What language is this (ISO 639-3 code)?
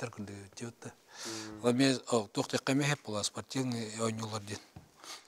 sah